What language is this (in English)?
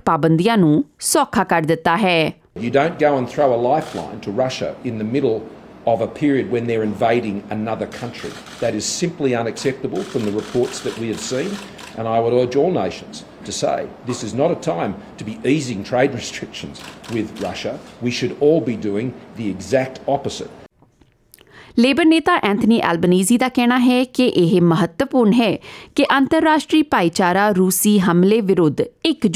Punjabi